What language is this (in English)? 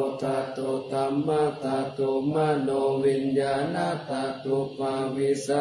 Pali